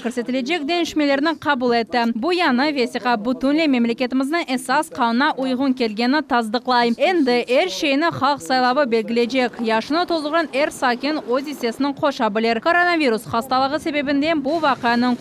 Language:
Crimean Tatar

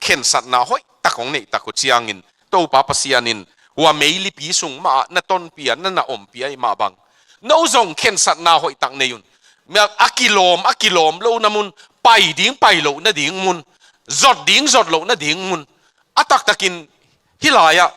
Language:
Tedim Chin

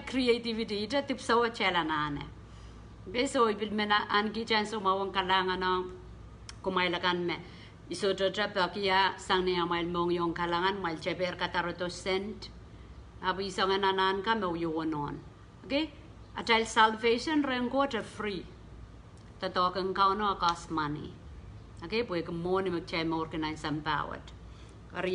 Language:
Pohnpeian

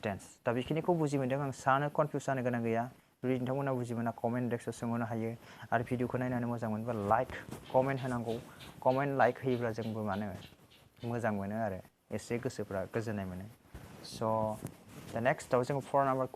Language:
Bodo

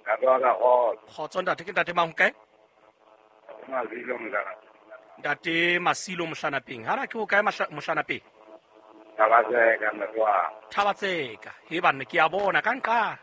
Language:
Southern Sotho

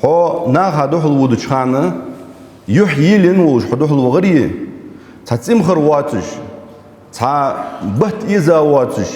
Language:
Ingush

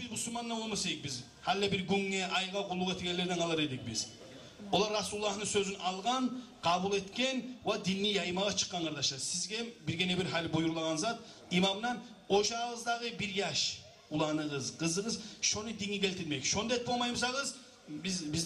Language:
Kumyk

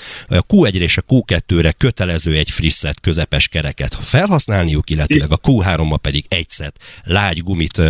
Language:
Hungarian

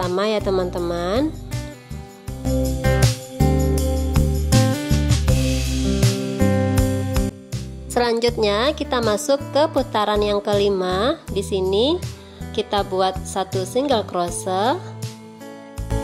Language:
Indonesian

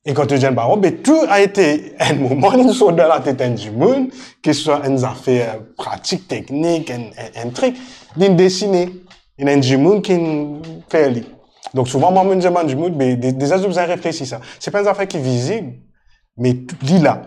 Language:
Morisyen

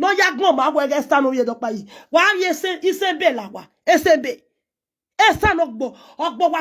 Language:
Nigerian Pidgin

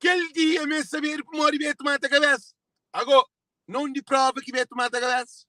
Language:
Kabuverdianu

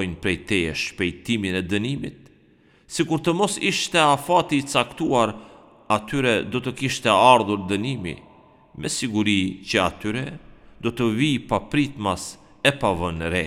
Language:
Albanian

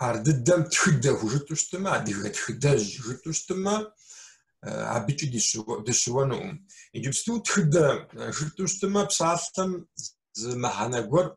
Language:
Kabardian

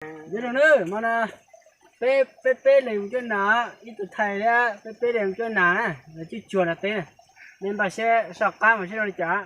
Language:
Hmong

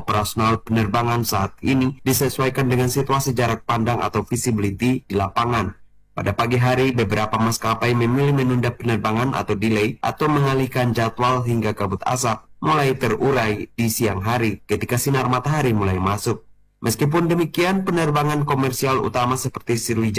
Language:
Indonesian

